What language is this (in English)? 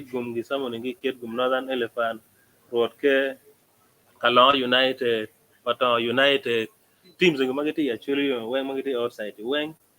Acoli